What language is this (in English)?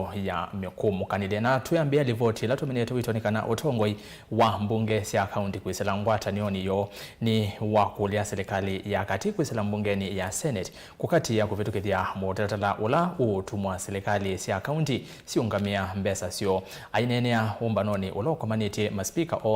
Kamba